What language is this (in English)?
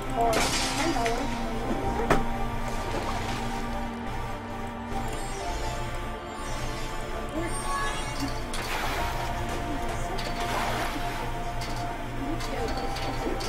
English